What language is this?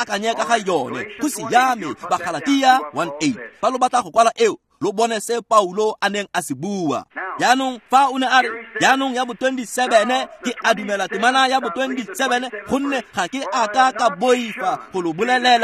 Tswana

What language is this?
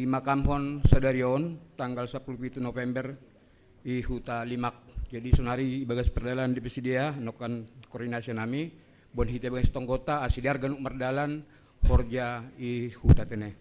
Batak Simalungun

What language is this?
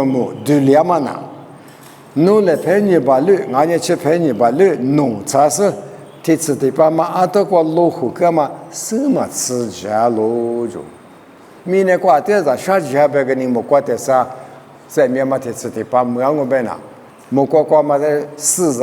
Lisu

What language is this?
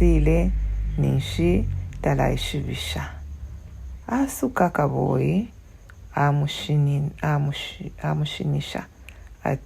Bemba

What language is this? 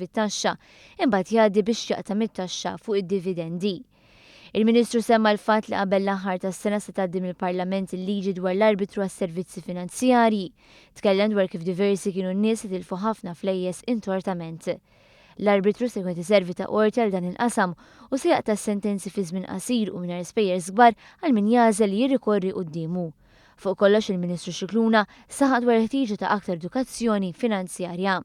Maltese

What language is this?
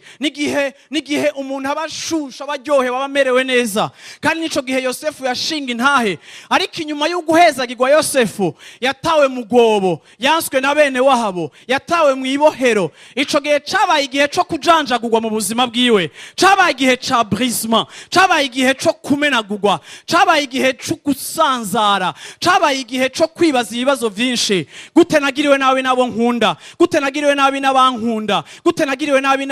Rundi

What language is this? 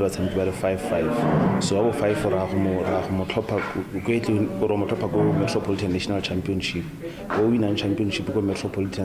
Tswana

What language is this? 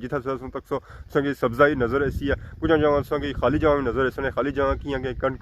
Pahari-Potwari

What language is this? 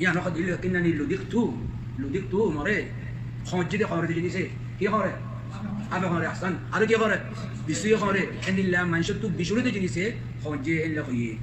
Rohingya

